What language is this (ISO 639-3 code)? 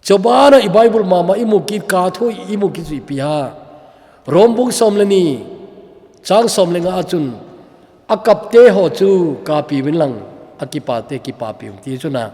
tcz